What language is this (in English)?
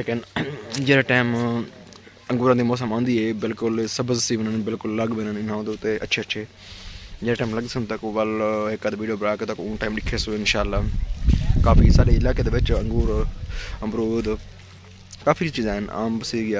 Saraiki